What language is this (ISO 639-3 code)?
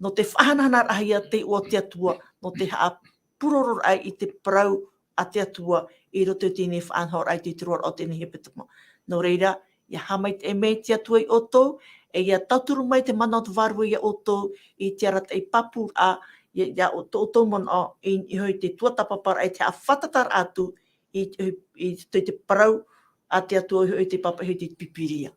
tah